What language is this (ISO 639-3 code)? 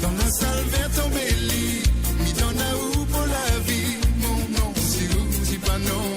mfe